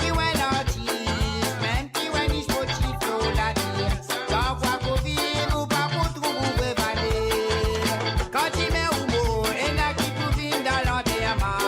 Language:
Morisyen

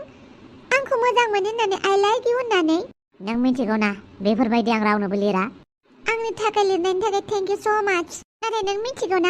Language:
Bodo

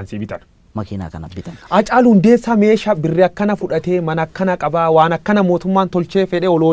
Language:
Oromo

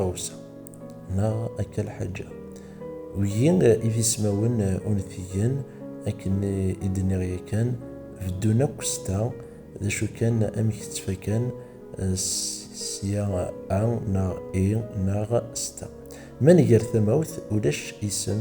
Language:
Kabyle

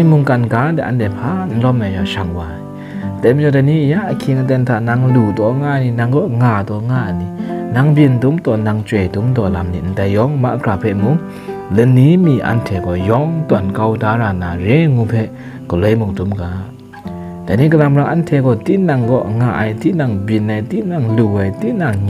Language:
Kachin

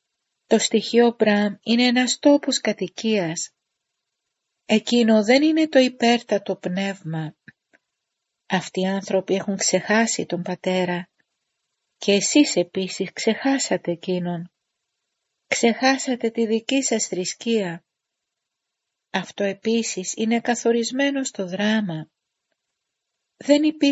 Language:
Greek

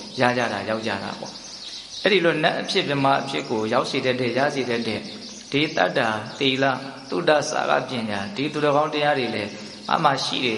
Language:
Burmese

